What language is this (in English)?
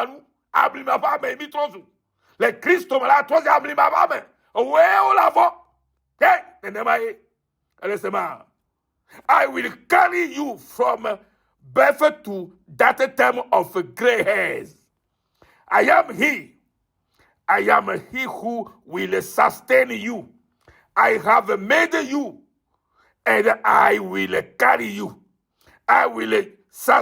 Ewe